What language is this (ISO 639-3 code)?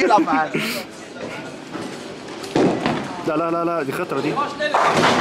arz